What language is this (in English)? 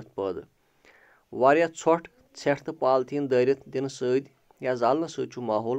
Kashmiri